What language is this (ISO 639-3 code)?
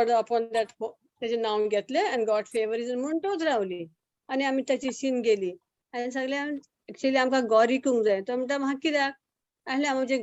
kok